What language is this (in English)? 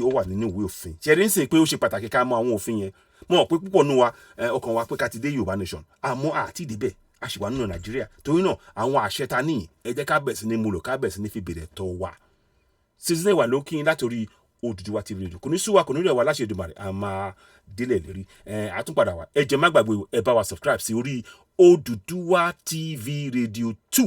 Yoruba